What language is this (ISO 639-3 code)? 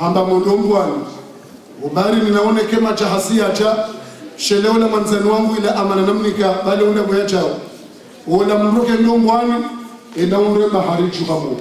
zdj